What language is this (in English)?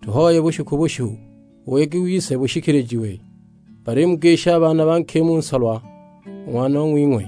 Sukuma